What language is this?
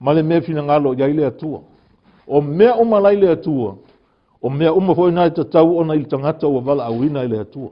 Samoan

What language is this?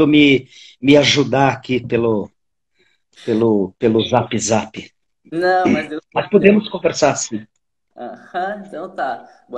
Portuguese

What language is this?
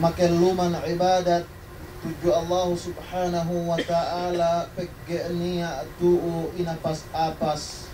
Yakan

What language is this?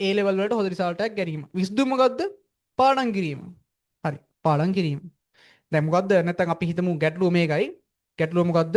Sinhala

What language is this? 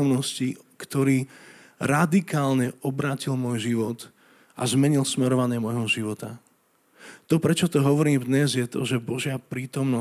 Slovak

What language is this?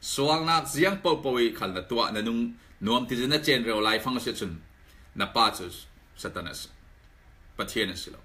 Falam Chin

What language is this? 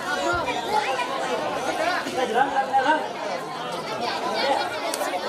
Gujarati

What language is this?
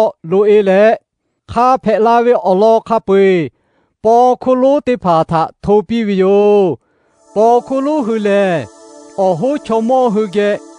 Lahu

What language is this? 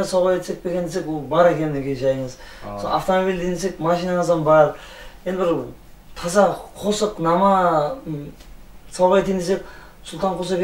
Kara-Kalpak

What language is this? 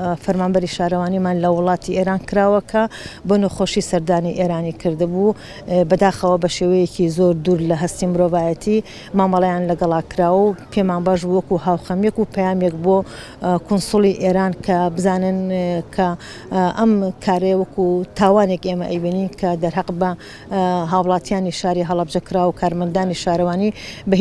Central Kurdish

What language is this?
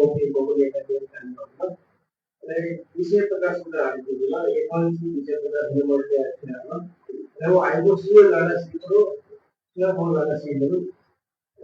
Newari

